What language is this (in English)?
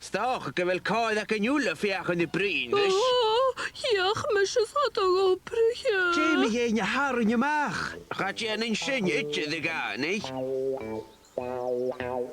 Scottish Gaelic